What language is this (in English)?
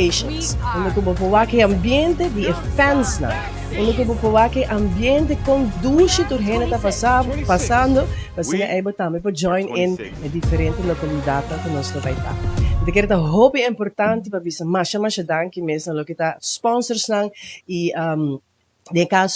Papiamento